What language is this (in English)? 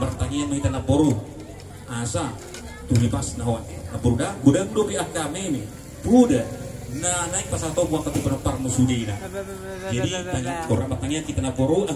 Batak Toba